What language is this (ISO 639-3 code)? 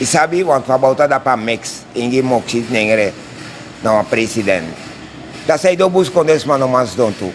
srn